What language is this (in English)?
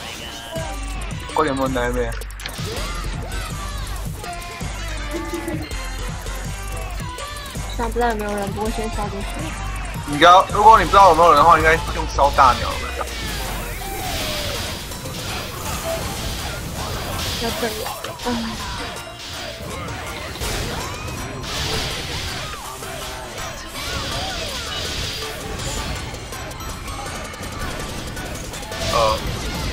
Chinese